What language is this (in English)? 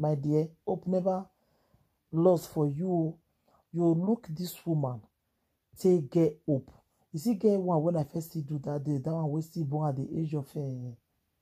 Nigerian Pidgin